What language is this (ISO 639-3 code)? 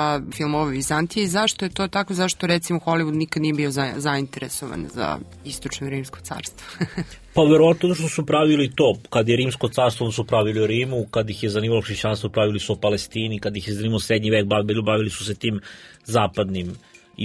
srp